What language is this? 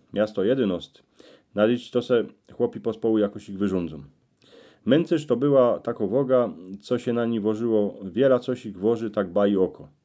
Silesian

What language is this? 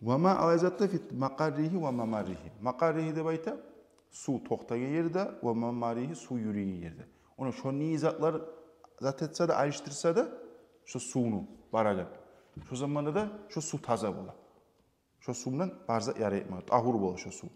Kumyk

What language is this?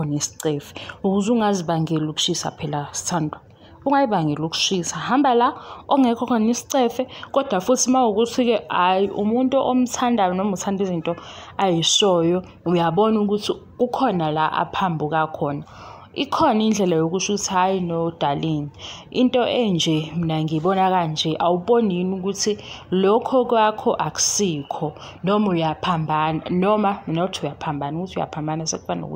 Zulu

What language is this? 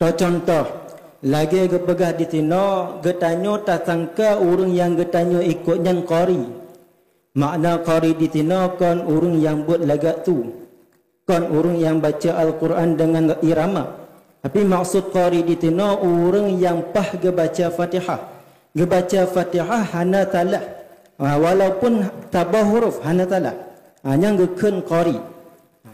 Achinese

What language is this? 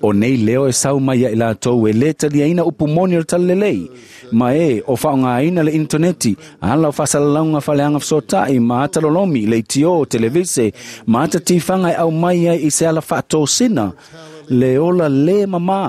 Samoan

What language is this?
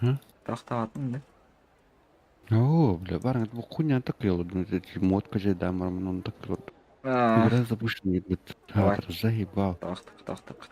Yakut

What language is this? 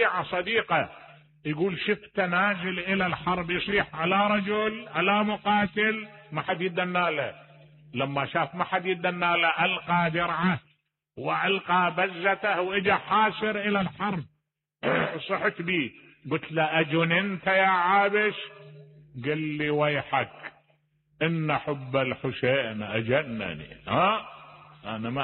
Mesopotamian Arabic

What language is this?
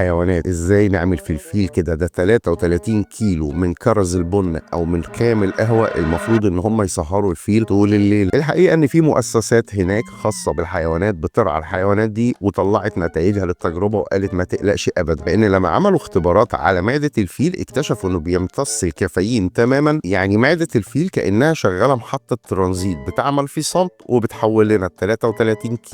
Egyptian Arabic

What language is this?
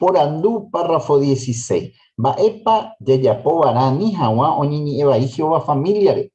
Guarani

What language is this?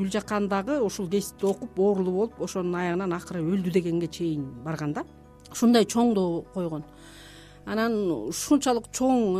Kyrgyz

